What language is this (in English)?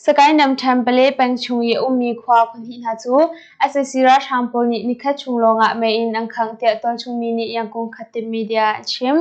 Hakha Chin